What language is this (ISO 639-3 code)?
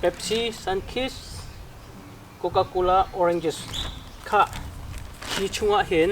cnh